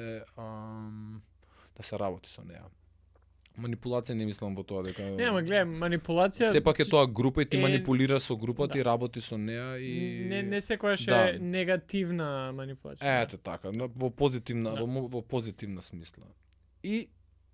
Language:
Macedonian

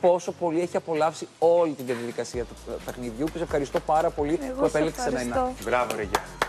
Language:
Greek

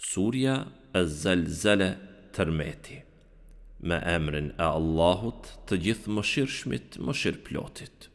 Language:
Albanian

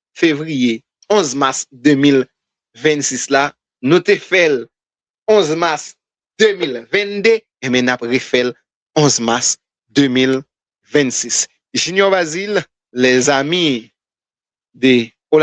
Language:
Haitian Creole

